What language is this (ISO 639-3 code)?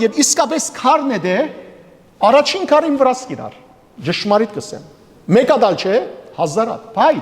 hyw